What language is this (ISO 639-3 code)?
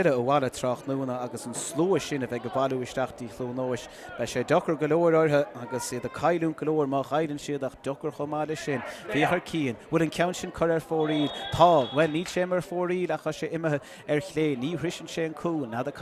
gle